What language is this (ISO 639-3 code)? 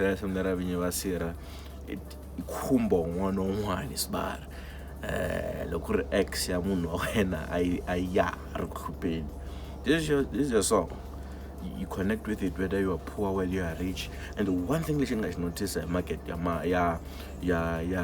tso